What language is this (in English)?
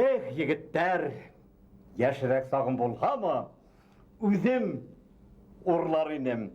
Bashkir